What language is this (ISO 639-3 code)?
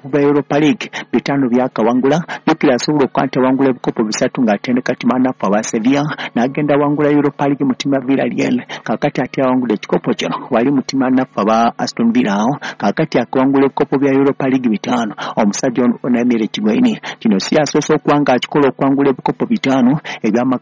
lug